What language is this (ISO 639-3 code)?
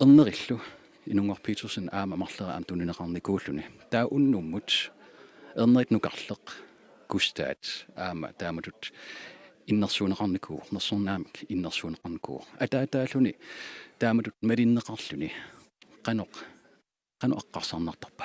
kal